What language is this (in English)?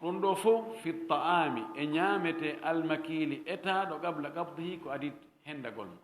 Fula